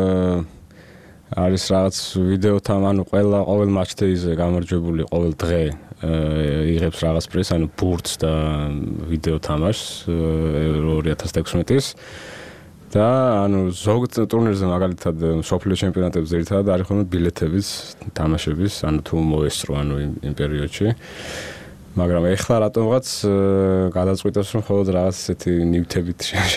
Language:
Georgian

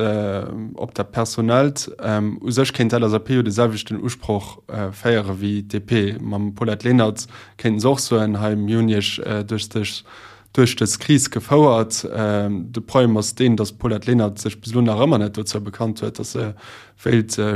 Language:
Luxembourgish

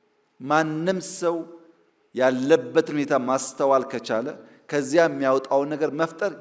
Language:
Amharic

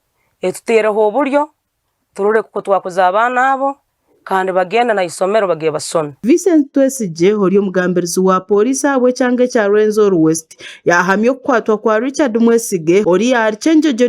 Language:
Nyankole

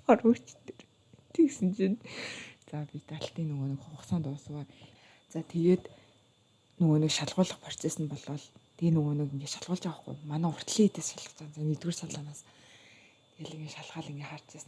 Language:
Mongolian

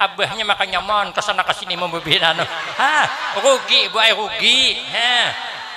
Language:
Banjar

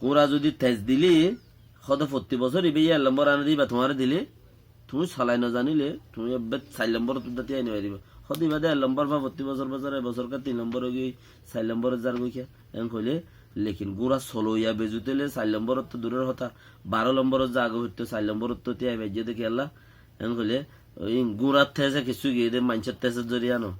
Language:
Rohingya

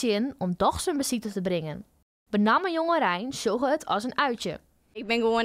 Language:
Western Frisian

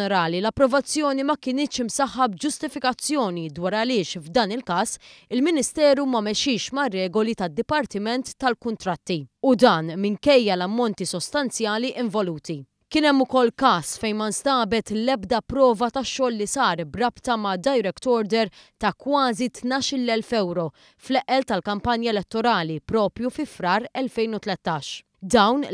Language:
Maltese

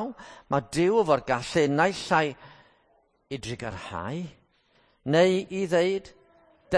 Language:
Welsh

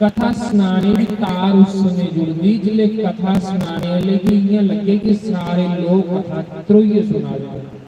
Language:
Dogri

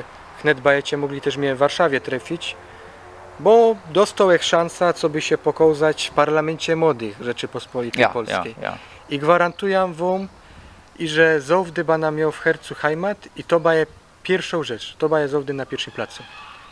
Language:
Silesian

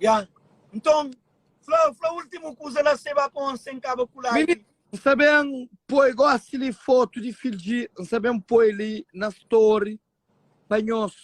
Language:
Kabuverdianu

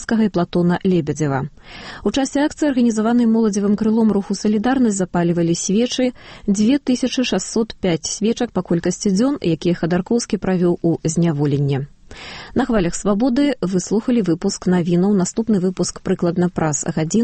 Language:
Belarusian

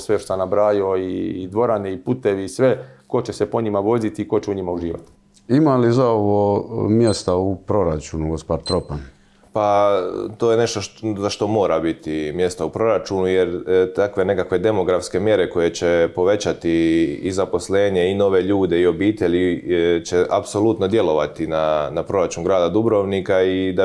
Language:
Croatian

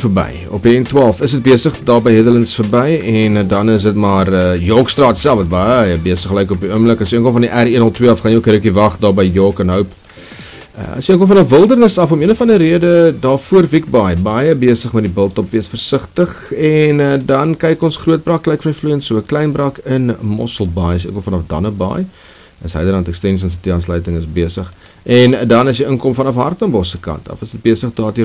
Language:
Afrikaans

